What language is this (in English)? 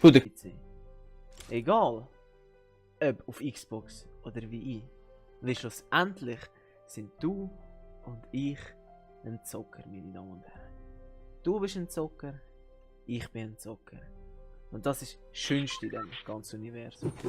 Swiss German